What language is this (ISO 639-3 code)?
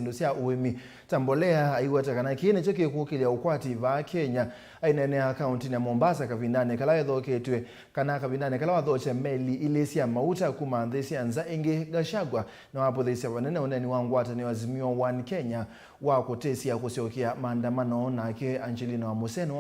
kam